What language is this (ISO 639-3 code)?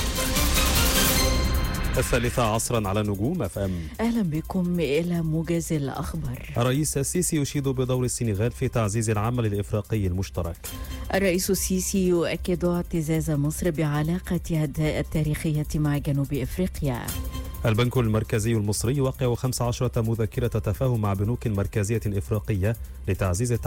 arz